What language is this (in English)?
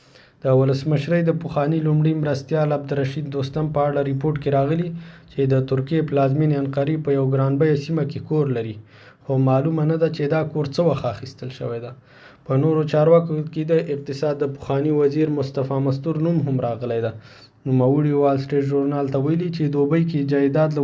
Pashto